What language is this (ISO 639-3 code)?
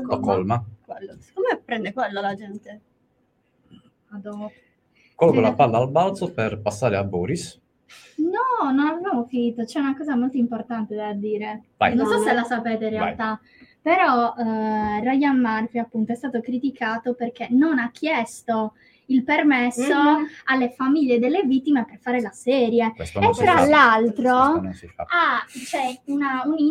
ita